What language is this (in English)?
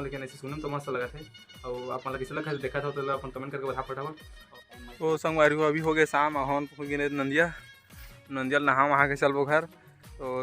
Chhattisgarhi